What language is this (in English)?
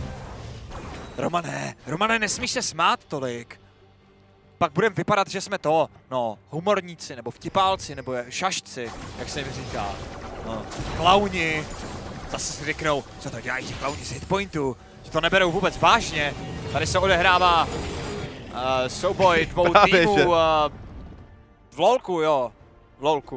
Czech